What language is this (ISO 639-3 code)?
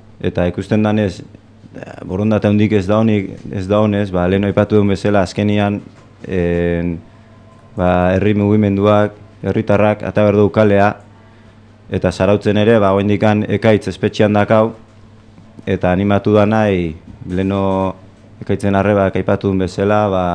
eus